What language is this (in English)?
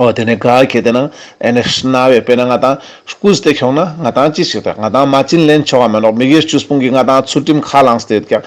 Ladakhi